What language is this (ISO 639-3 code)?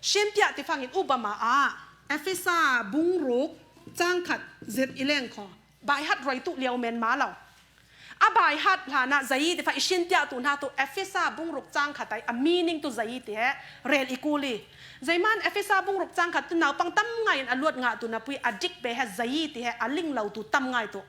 cfm